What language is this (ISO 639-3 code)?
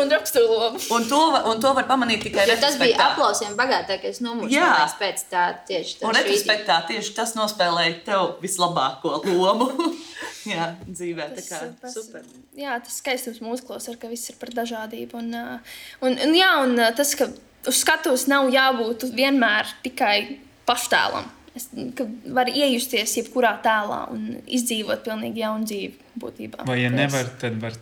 lav